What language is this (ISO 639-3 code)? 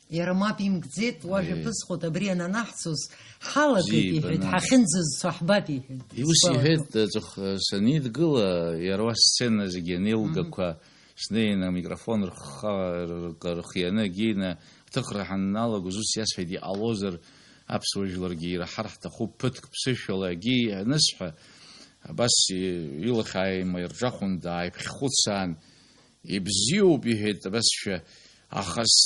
abk